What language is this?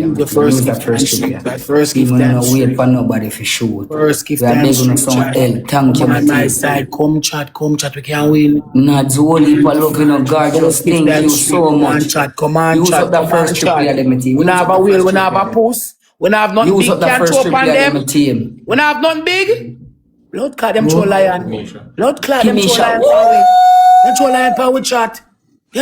Jamaican Creole English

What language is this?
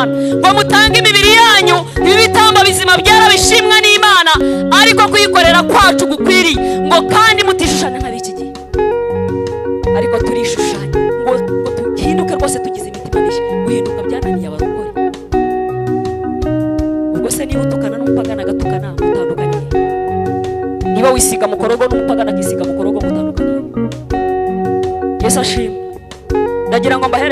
Kinyarwanda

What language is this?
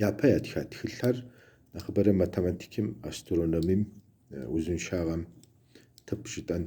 Kabardian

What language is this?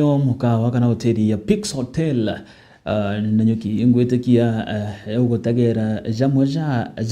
Meru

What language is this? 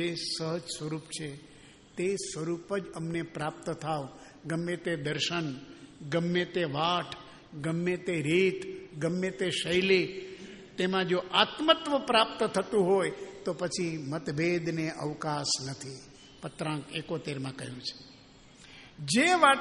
Gujarati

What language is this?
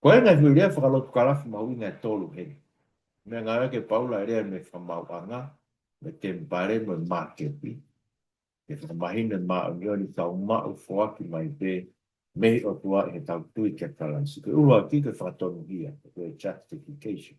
Tongan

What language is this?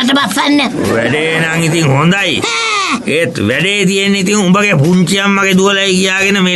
Sinhala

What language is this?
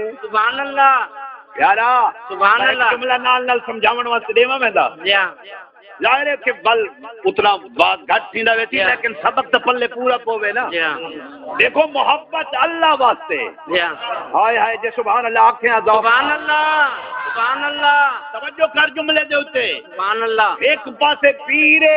Saraiki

